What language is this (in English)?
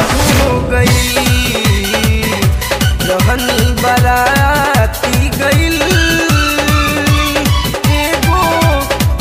Bhojpuri